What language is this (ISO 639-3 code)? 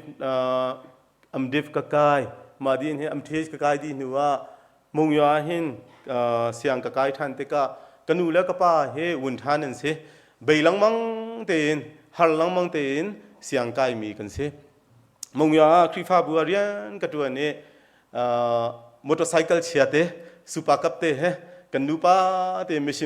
cnh